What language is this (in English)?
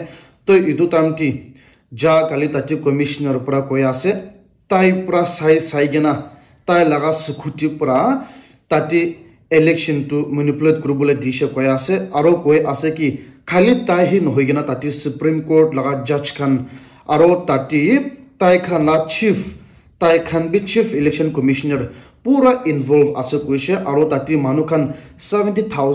Naga Pidgin